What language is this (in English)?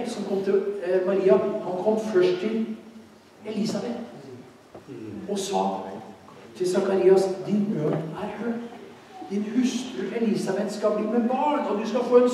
Norwegian